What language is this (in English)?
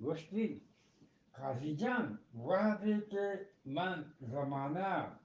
Eastern Balochi